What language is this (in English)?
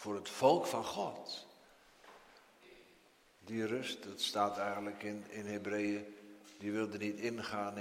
Dutch